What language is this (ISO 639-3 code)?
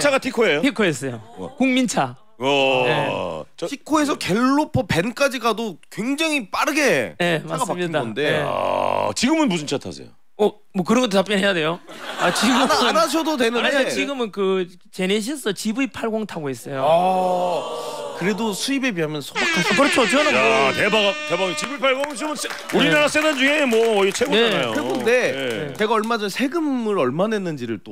kor